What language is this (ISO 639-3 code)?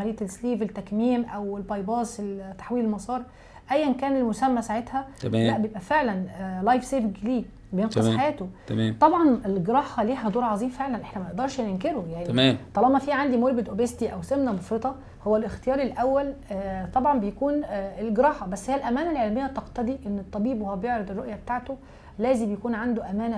arz